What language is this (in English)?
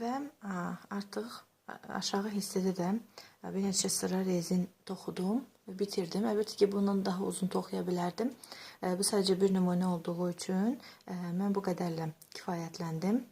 Azerbaijani